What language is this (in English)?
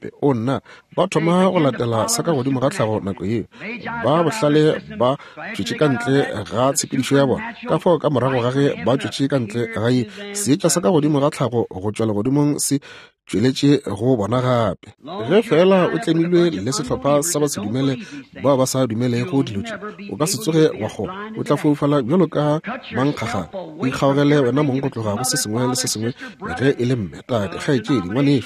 Northern Sotho